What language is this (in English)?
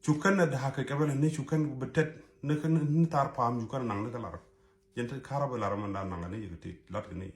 Nuer